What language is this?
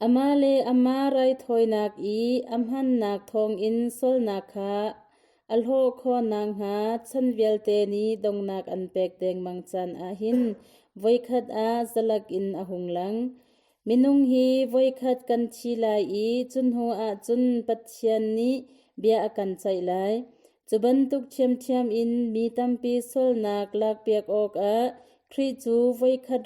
Hakha Chin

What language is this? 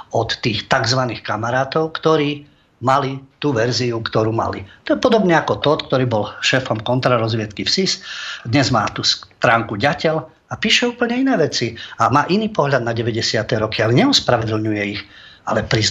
Slovak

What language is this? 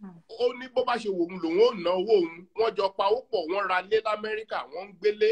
Yoruba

